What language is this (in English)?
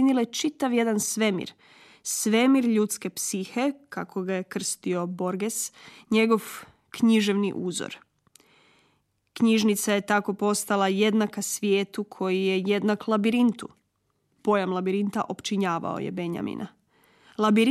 Croatian